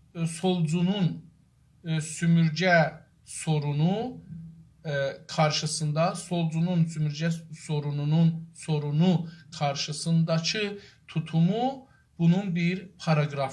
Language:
South Azerbaijani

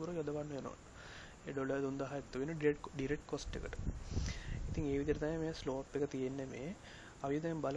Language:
Sinhala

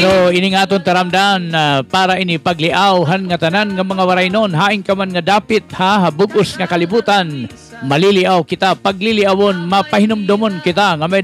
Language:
Waray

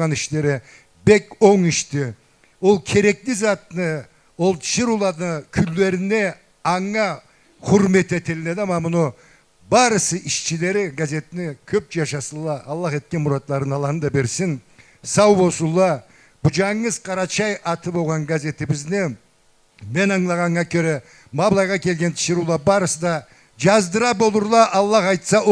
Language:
Karachay-Balkar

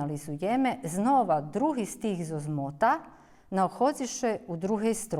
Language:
Rusyn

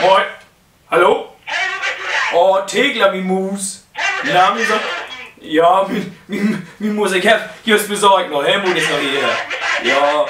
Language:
Low German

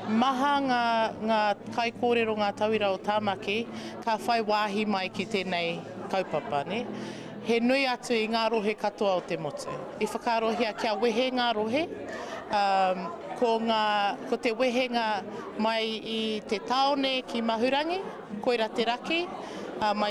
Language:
Māori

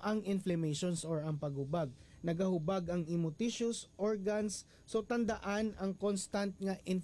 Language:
Hiligaynon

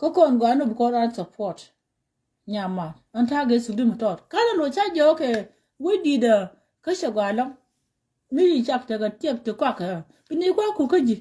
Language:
Nuer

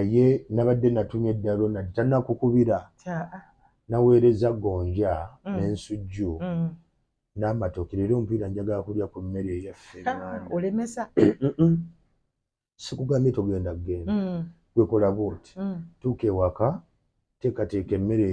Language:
Ganda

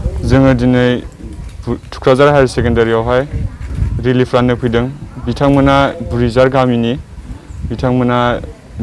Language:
Bodo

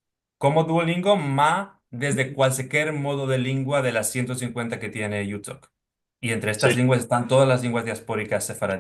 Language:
Ladino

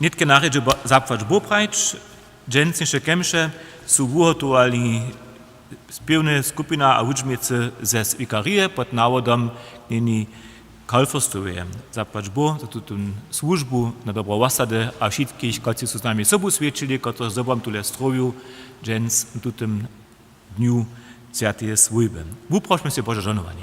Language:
Upper Sorbian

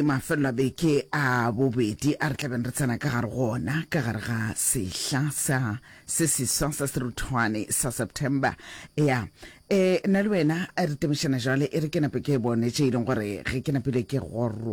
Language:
Northern Sotho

